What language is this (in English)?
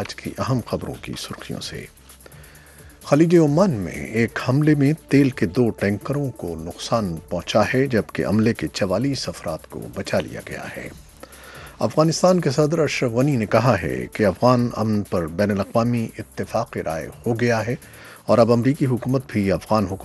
Urdu